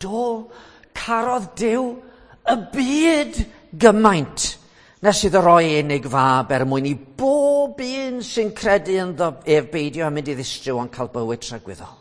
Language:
Welsh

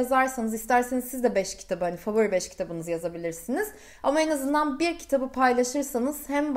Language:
Turkish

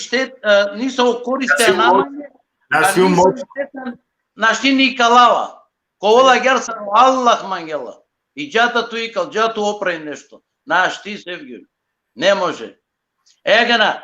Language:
Balkan Romani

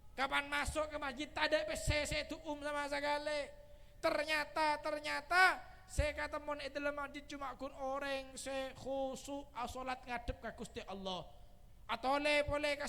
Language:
Madurese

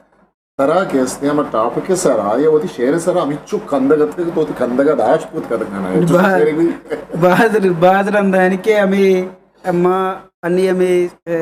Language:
Eastern Balochi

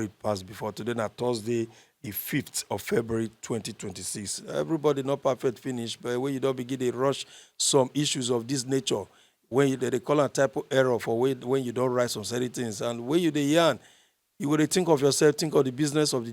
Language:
Nigerian Pidgin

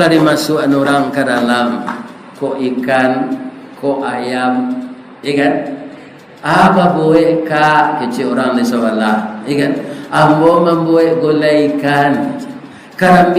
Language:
Minangkabau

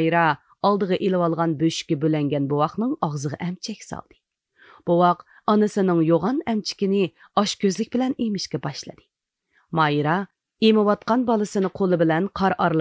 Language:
Uyghur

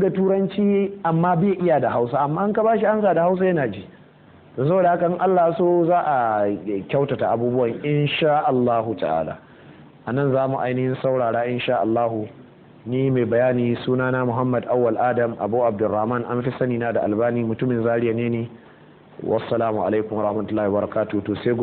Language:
Hausa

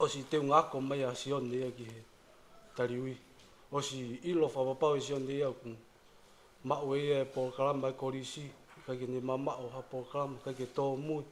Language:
Tongan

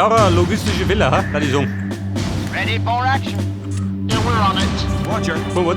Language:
Bavarian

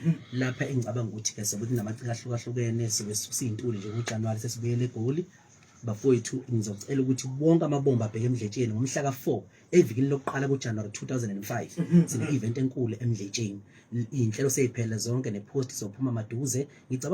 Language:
Zulu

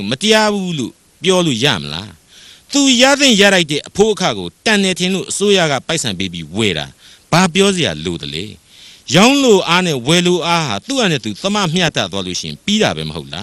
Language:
Burmese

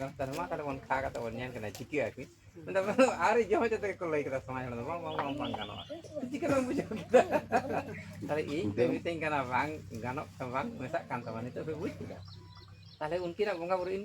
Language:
Santali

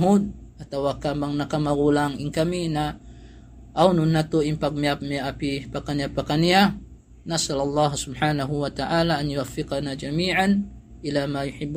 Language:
Tausug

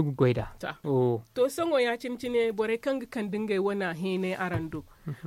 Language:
Zarma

